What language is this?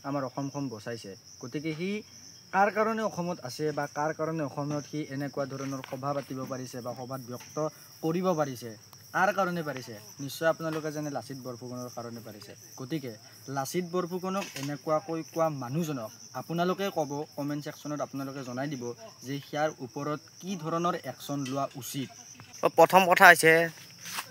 Assamese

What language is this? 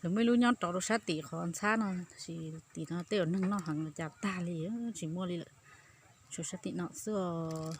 Hmong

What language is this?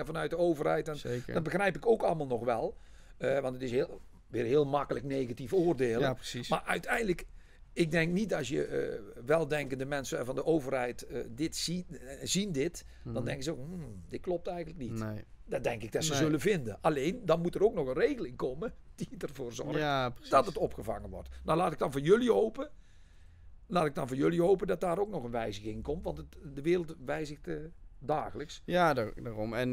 Dutch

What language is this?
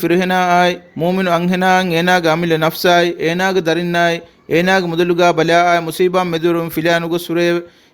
Divehi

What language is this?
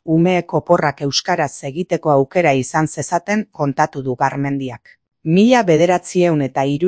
Basque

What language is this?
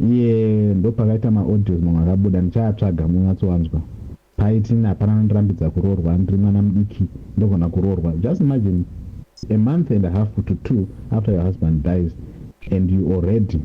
Shona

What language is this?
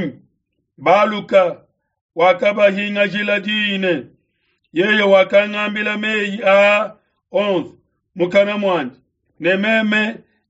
Luba-Lulua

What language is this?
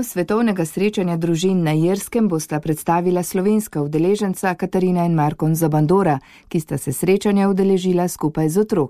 Slovenian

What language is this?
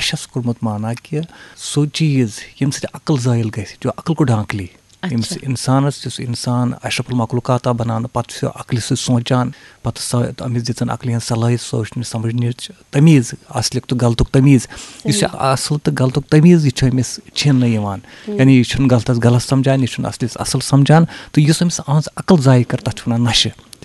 Kashmiri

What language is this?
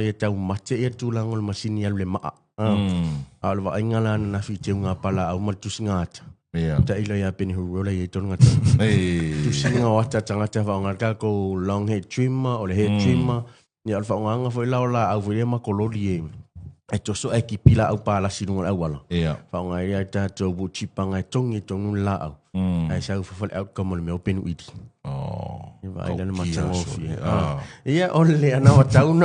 Samoan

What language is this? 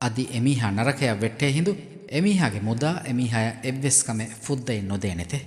Divehi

